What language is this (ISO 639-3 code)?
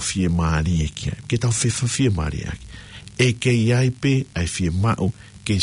ton